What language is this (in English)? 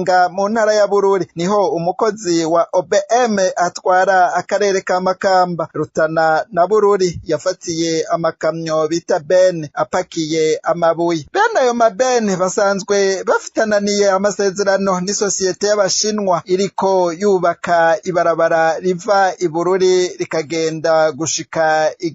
Rundi